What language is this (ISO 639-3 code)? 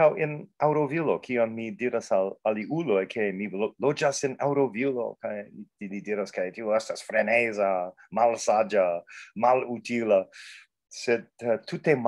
epo